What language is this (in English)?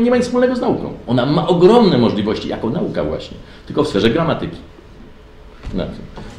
Polish